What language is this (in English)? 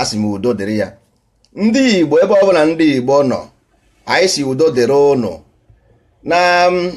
Igbo